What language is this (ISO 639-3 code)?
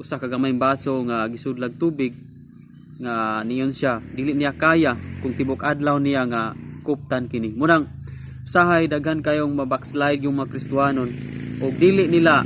ceb